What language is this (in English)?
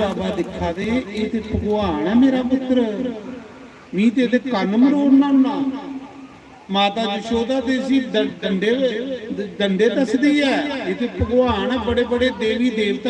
Dogri